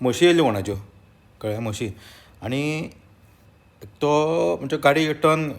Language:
Konkani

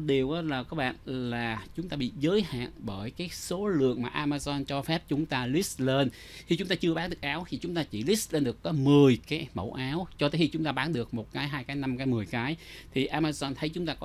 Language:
Vietnamese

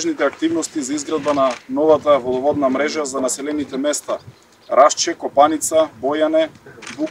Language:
Macedonian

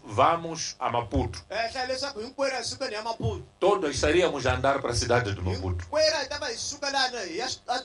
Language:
Tsonga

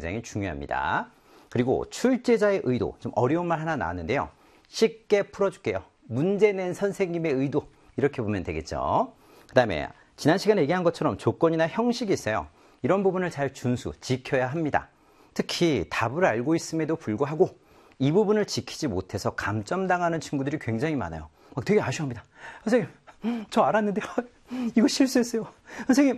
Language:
Korean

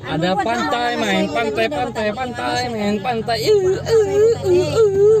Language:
Minangkabau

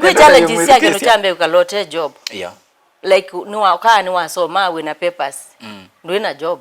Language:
Kamba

